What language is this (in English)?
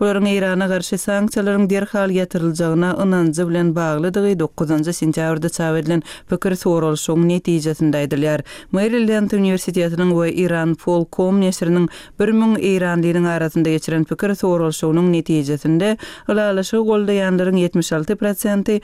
Turkmen